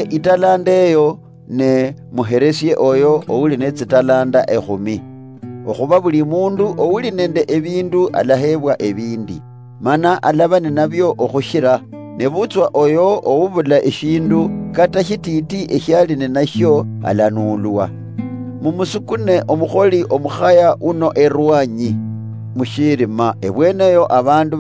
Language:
Luyia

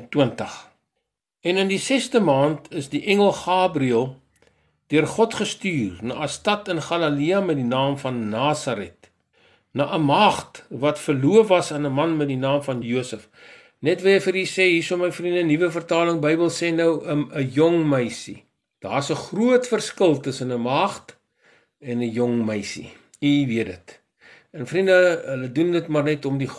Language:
Afrikaans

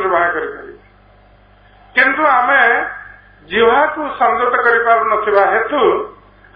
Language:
Odia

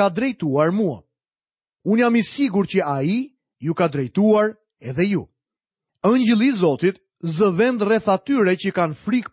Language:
Albanian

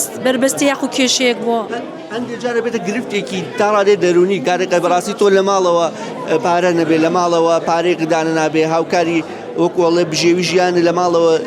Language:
Central Kurdish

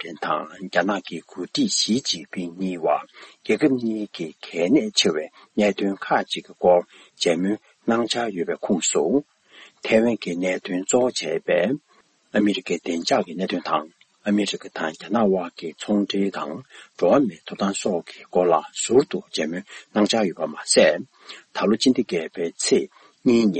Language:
Tibetan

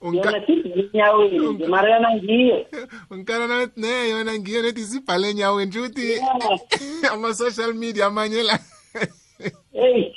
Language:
South Ndebele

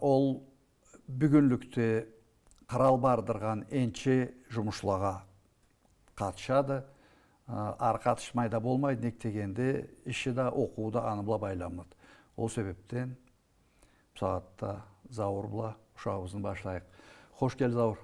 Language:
Karachay-Balkar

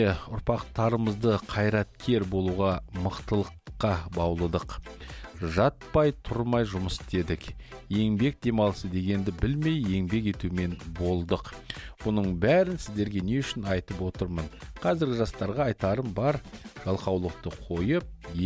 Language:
Kazakh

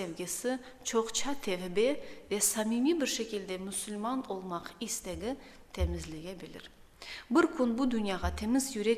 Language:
Crimean Tatar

